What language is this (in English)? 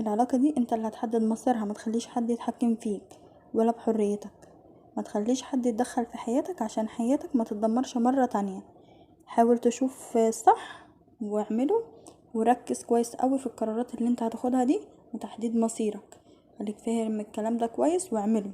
Egyptian Arabic